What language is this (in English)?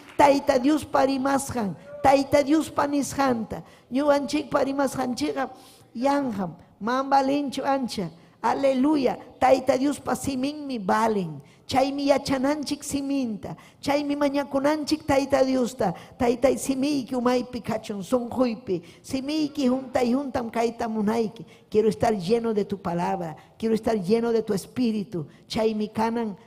Ayacucho Quechua